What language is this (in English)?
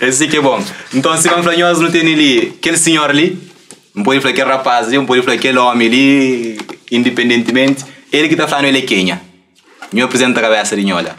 Kabuverdianu